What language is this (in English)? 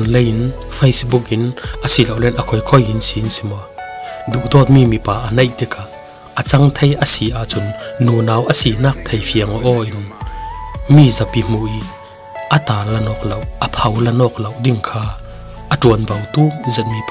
Falam Chin